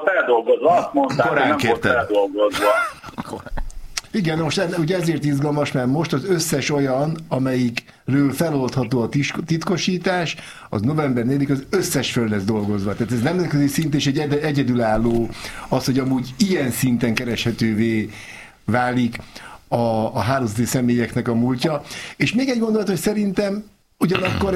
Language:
Hungarian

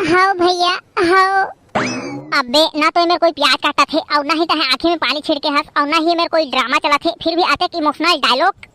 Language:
Chhattisgarhi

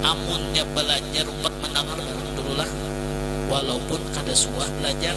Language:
Banjar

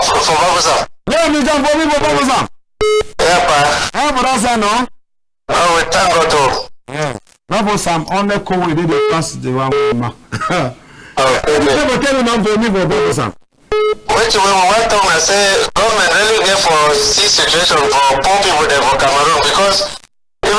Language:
Cameroon Pidgin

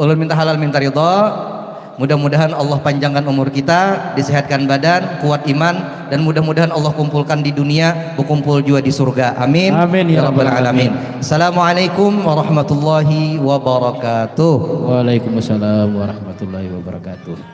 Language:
Banjar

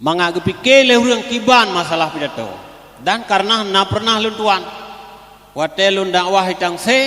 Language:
Achinese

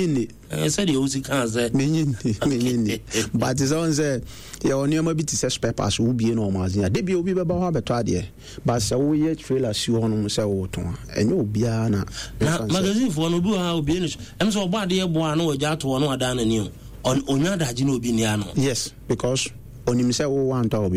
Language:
Akan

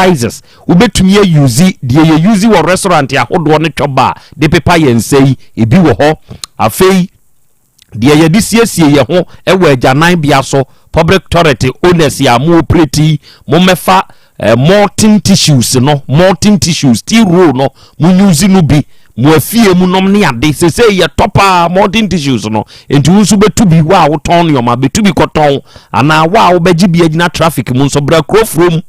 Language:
Akan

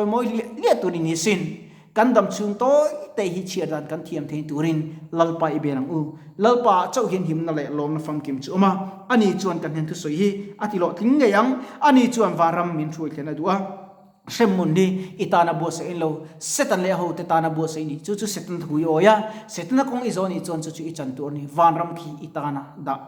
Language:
Mizo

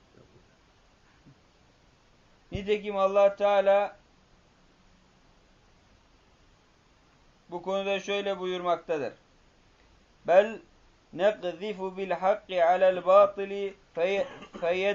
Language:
Turkish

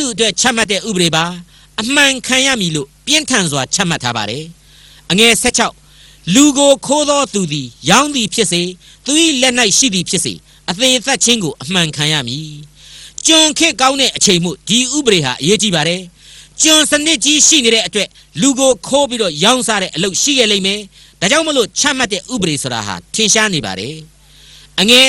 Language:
Burmese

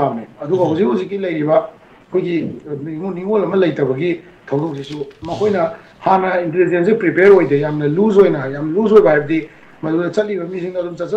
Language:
Manipuri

